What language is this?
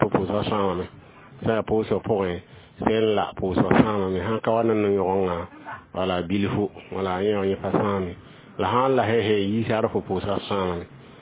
Mossi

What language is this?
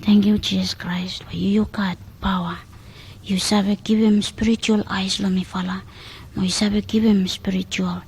Bislama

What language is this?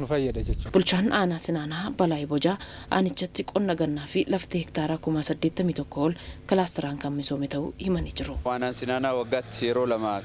Oromo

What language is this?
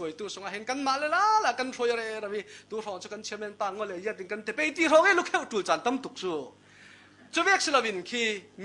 Falam Chin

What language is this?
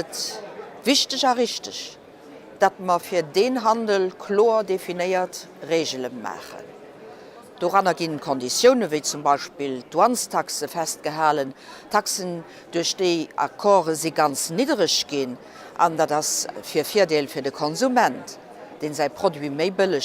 Luxembourgish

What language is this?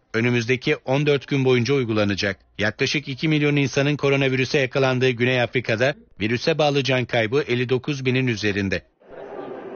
Turkish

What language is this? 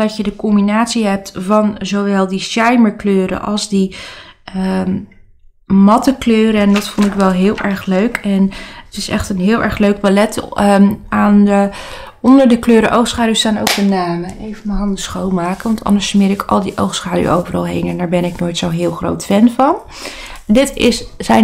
Dutch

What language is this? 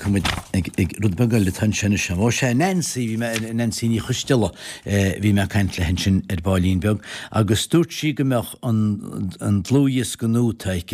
Irish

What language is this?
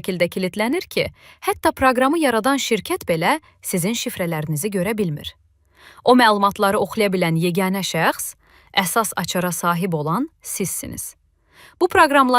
Azerbaijani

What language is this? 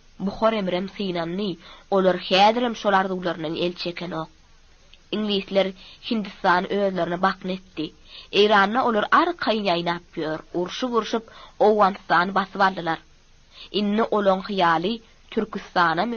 Turkmen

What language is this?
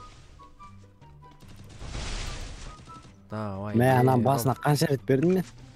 Kazakh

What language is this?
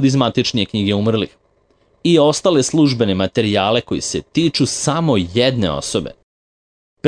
Serbian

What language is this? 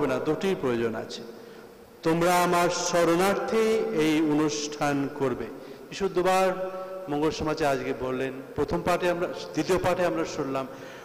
Bangla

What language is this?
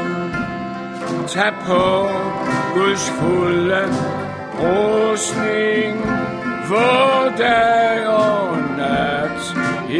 Danish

